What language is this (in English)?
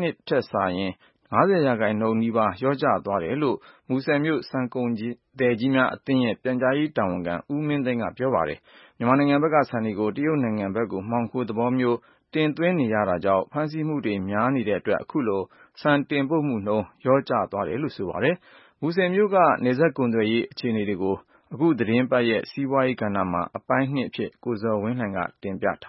Burmese